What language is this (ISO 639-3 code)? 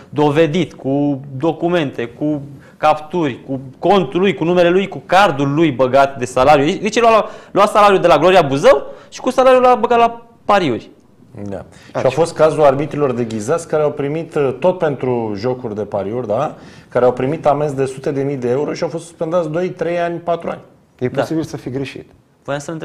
ron